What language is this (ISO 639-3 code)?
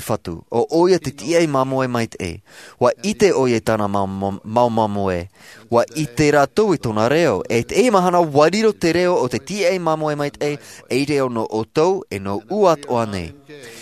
tah